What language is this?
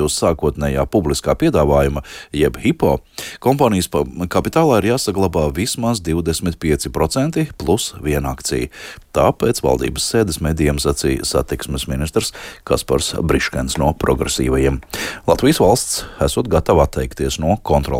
Latvian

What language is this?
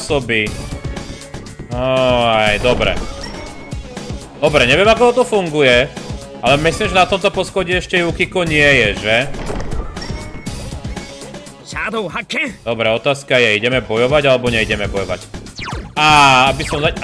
Slovak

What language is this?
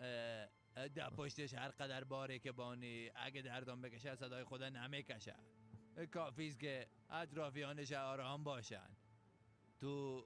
Persian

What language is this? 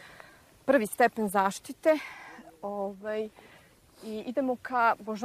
Serbian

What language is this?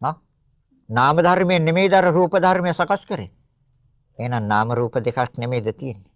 Sinhala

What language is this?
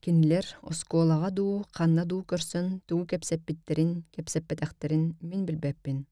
Yakut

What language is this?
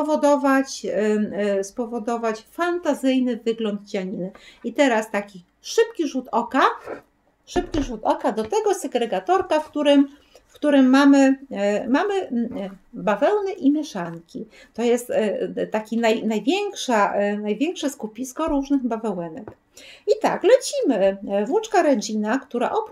Polish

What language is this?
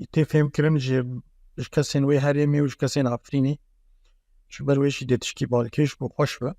Kurdish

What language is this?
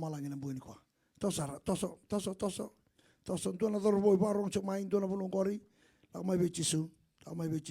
Fijian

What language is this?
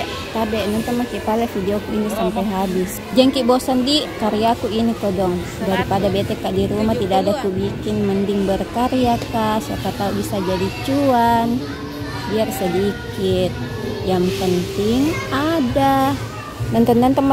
Makassar Malay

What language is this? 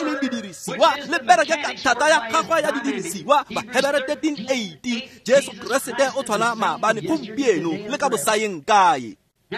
Tswana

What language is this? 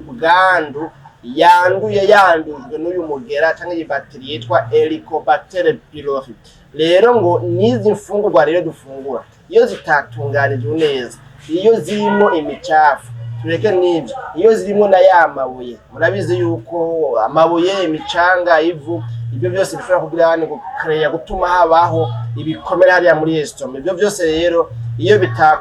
Rundi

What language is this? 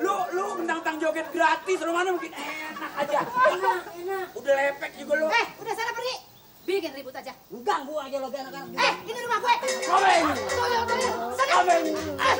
Betawi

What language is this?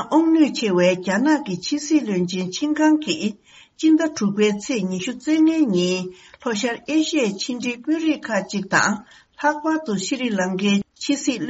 Tibetan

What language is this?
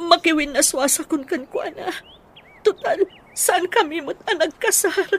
Iloko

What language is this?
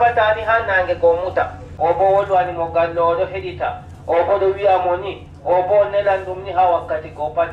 Adamawa Fulfulde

